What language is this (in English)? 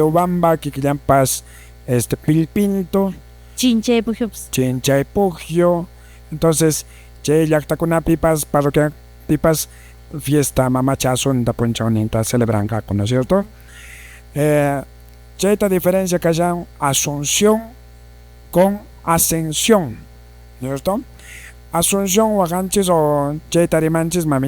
Quechua